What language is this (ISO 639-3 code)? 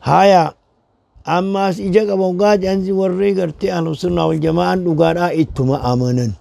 orm